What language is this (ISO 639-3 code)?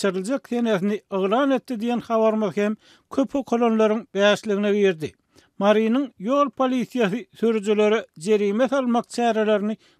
tuk